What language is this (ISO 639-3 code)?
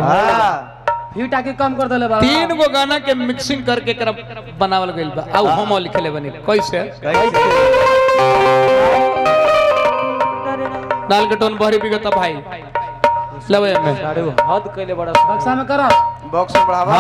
bho